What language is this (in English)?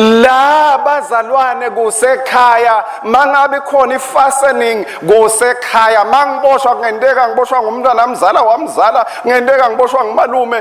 Swati